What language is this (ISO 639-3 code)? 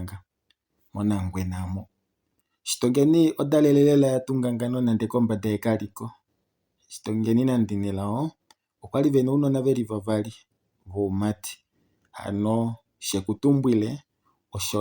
kua